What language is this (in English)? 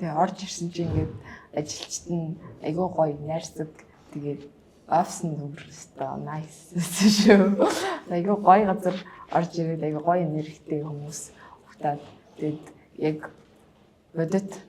Mongolian